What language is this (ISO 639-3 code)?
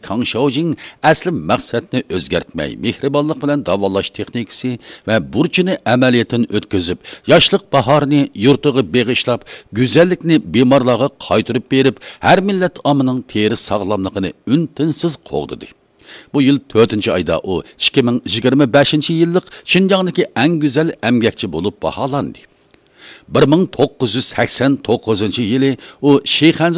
uig